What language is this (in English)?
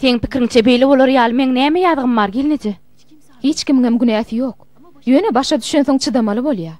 Turkmen